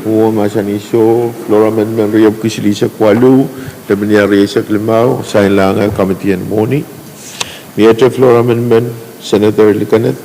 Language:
Pohnpeian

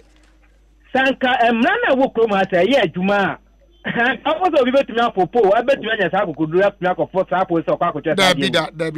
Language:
Akan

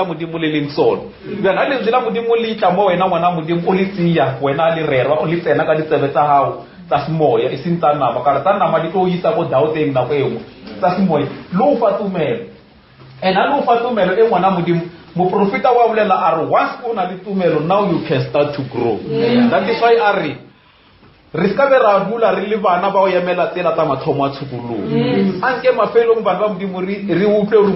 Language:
Northern Sotho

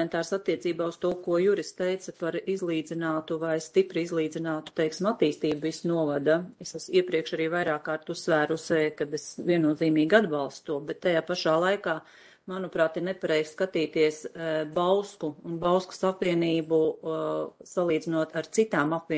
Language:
Latvian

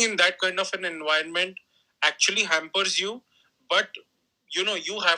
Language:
English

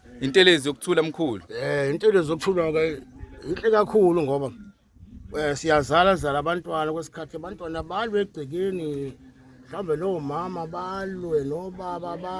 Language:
Zulu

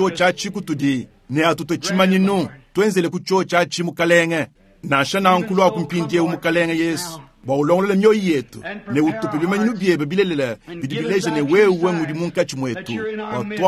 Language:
Luba-Lulua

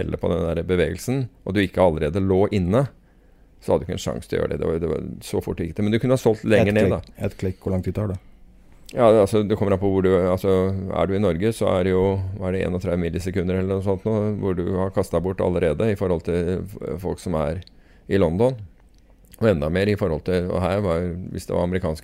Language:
Norwegian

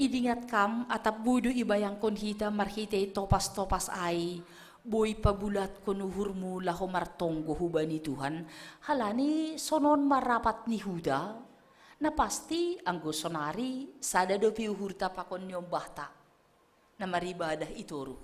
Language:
Batak Simalungun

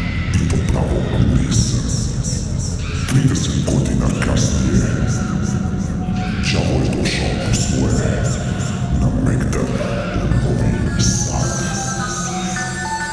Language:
Serbian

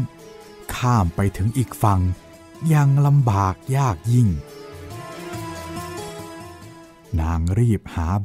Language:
Thai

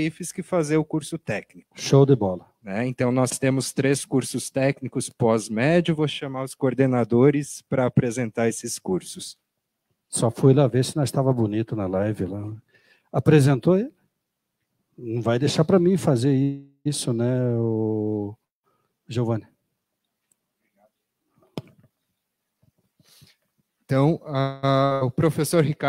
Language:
Portuguese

